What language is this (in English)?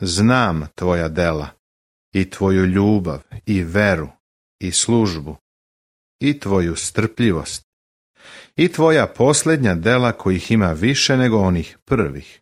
Serbian